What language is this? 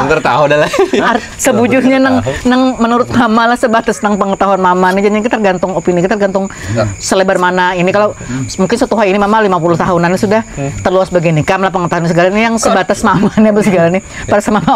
Banjar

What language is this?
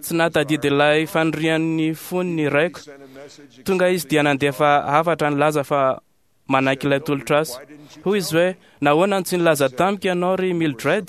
Malagasy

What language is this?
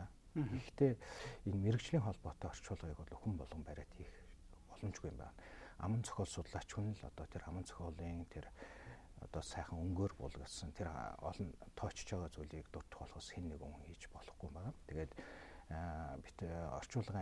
Mongolian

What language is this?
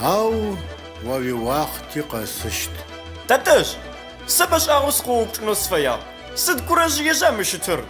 Adyghe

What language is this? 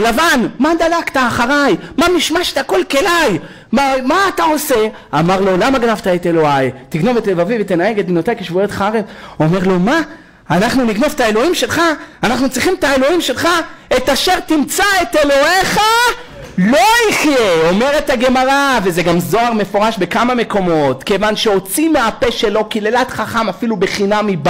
Hebrew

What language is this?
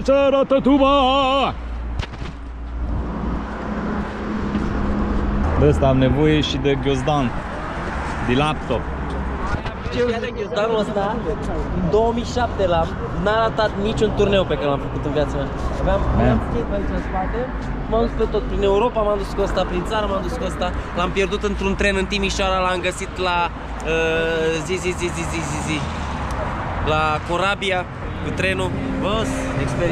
Romanian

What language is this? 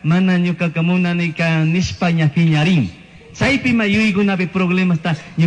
Chimborazo Highland Quichua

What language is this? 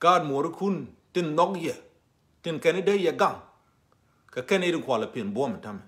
Nuer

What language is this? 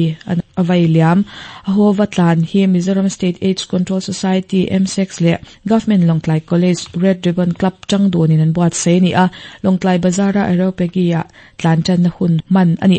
Mizo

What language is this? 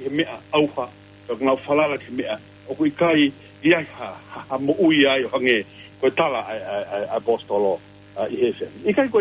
Tongan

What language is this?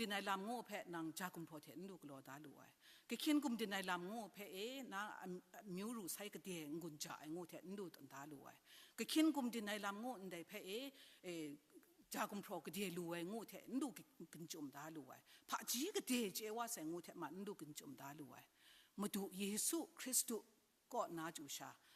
Kachin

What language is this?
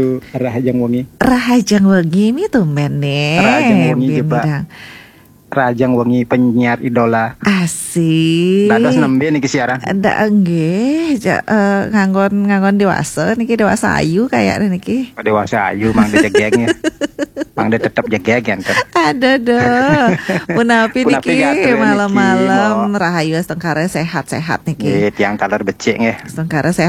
Balinese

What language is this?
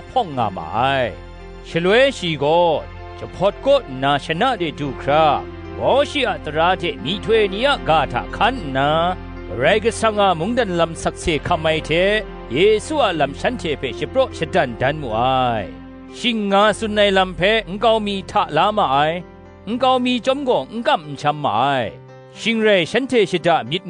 Kachin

